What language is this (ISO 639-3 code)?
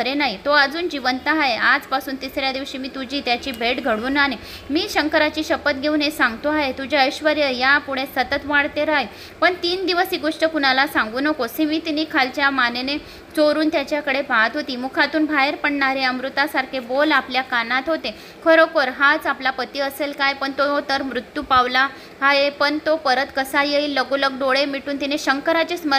mar